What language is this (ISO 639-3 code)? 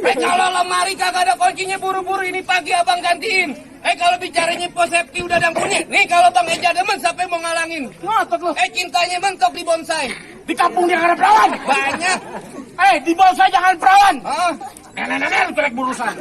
bew